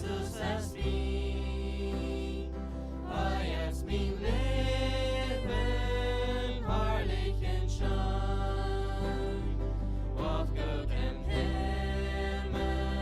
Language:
Plautdietsch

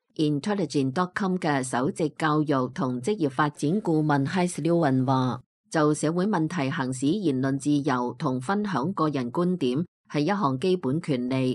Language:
Cantonese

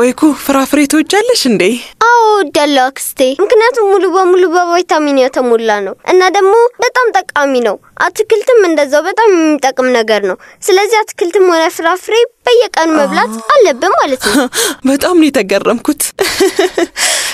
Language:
Amharic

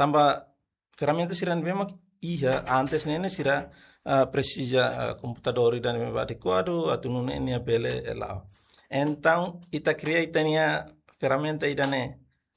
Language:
Tetum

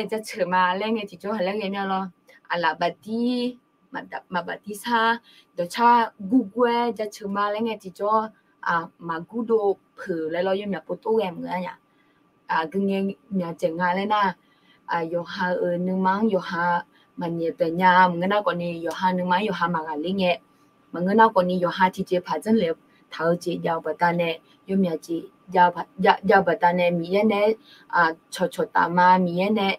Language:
Akha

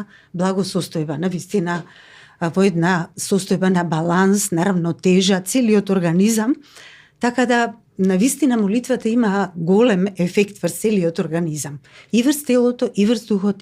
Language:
Macedonian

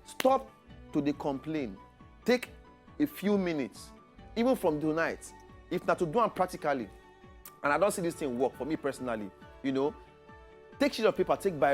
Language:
Nigerian Pidgin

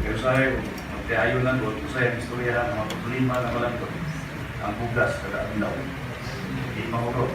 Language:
Cebuano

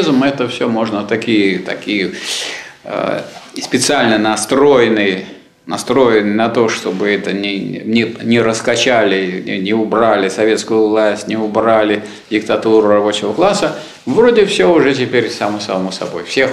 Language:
Russian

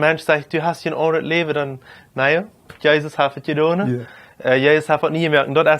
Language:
Plautdietsch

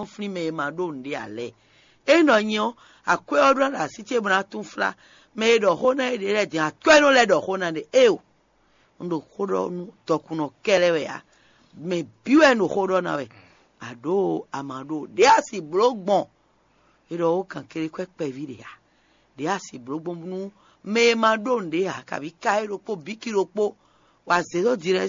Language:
Fon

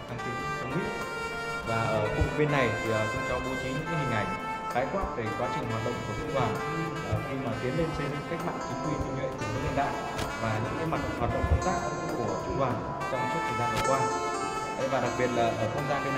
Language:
Vietnamese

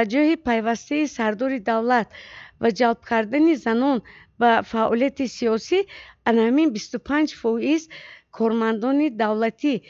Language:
Tajik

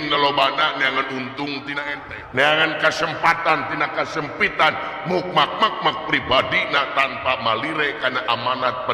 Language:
Sundanese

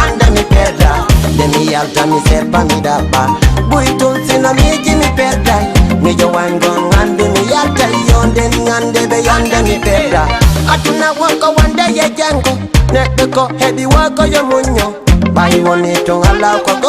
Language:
Fula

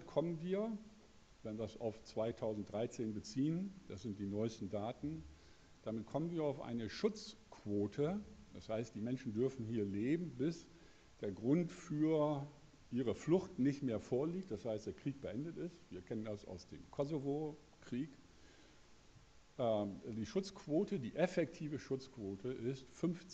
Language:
German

